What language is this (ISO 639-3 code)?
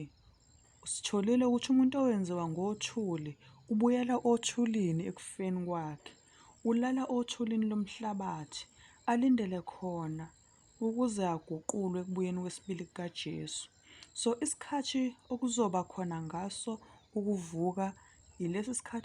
zul